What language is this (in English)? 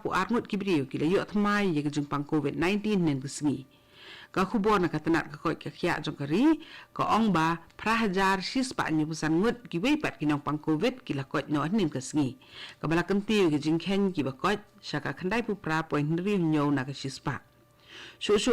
Khasi